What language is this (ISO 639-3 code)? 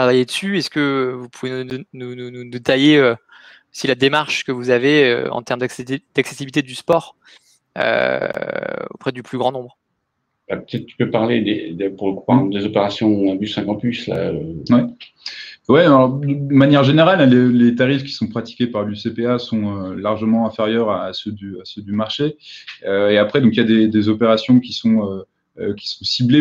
fra